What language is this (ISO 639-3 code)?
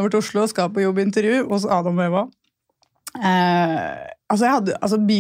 nor